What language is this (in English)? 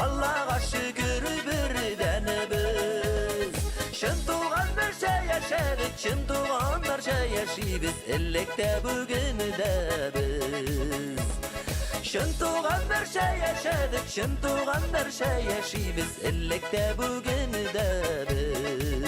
Bashkir